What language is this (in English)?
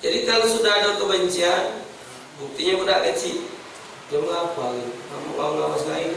Musi